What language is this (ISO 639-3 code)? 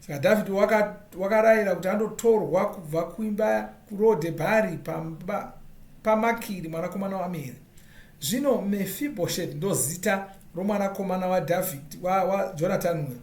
sna